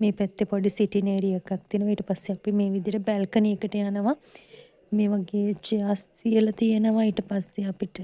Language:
Sinhala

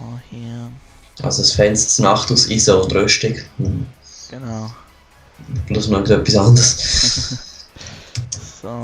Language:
Swiss German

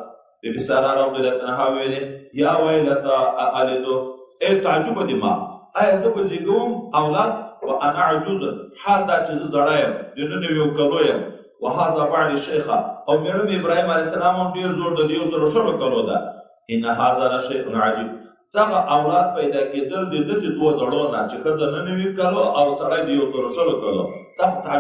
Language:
Pashto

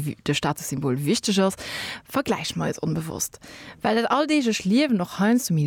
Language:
Luxembourgish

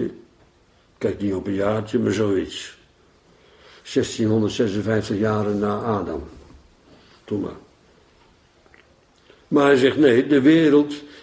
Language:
Dutch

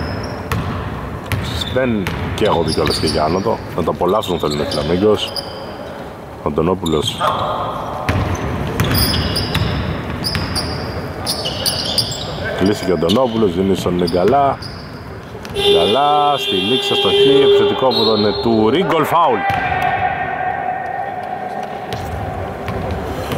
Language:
Greek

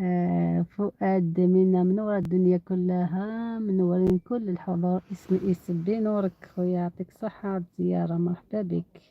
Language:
Algerian Arabic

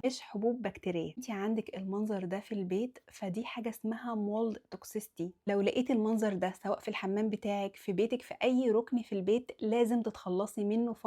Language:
Egyptian Arabic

